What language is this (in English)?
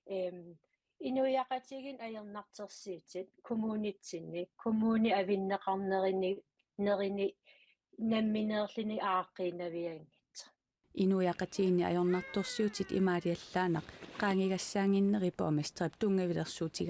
Kalaallisut